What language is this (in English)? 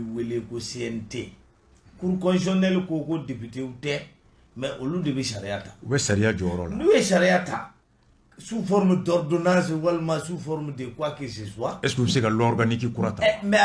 Bambara